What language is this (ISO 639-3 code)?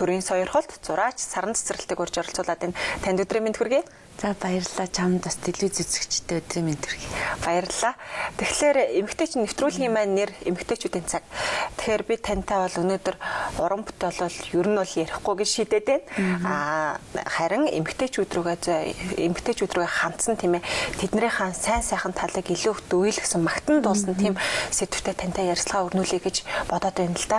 mon